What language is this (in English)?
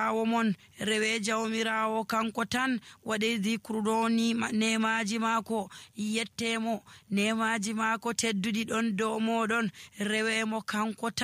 Nigerian Fulfulde